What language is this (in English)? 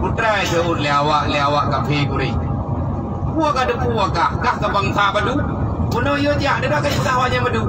Achinese